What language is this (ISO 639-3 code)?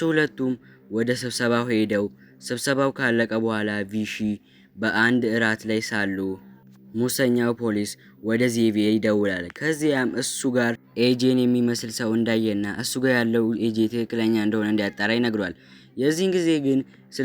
amh